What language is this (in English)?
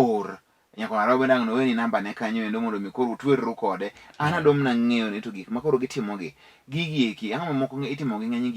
Luo (Kenya and Tanzania)